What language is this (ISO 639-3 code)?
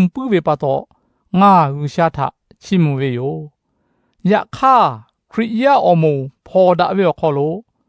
lhu